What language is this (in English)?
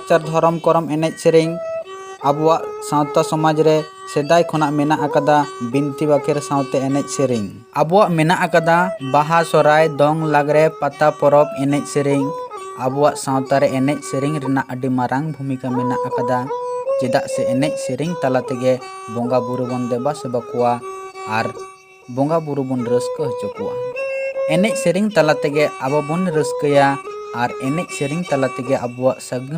Santali